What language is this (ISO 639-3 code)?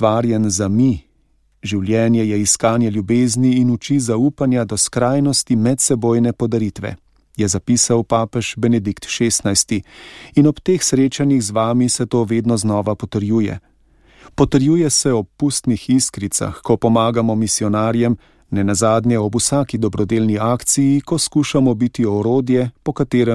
slv